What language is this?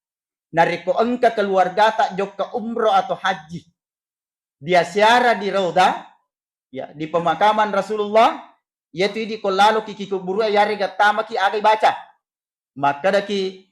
Buginese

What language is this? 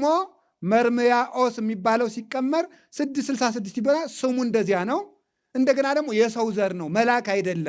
Amharic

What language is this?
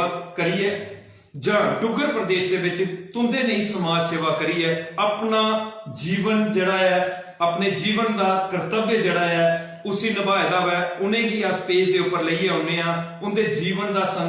Dogri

